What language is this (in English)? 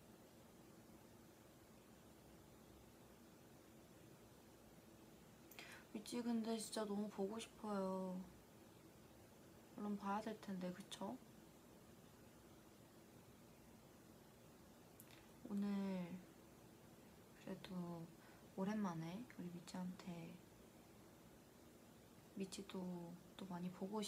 Korean